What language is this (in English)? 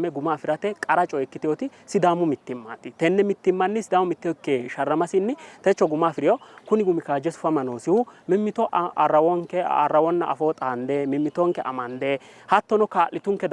Sidamo